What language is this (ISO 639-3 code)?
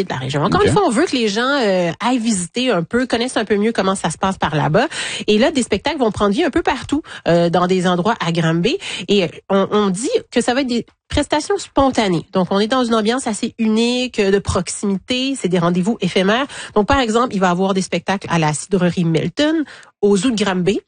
fra